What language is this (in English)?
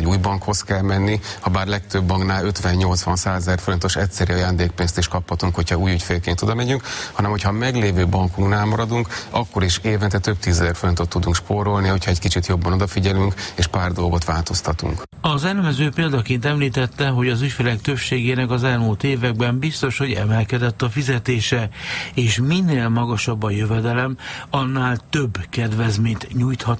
Hungarian